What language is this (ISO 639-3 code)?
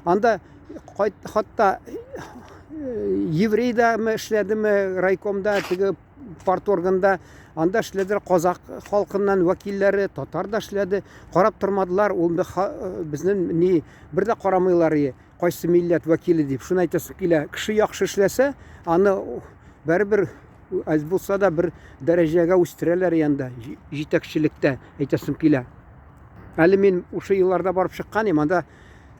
tat